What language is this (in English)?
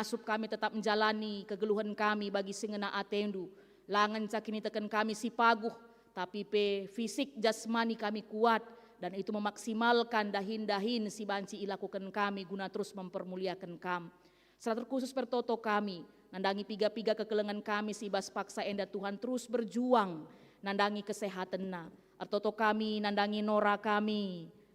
Batak Karo